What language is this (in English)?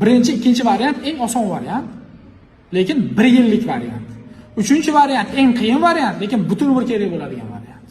Uzbek